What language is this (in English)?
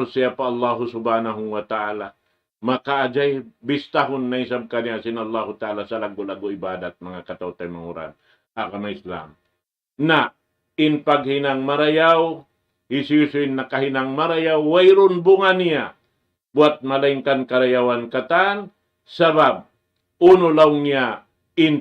Tausug